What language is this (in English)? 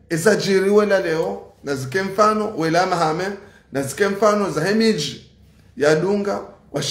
Ngazidja Comorian